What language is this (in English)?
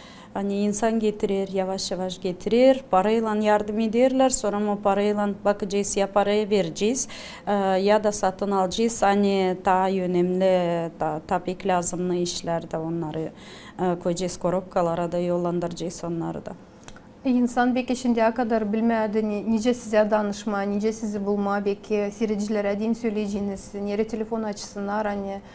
Gagauz